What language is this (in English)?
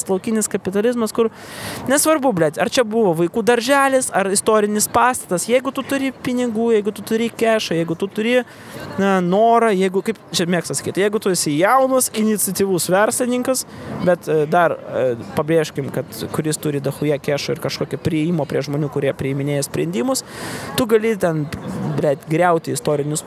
Lithuanian